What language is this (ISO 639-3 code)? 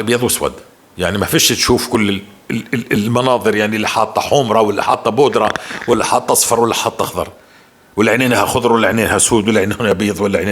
apc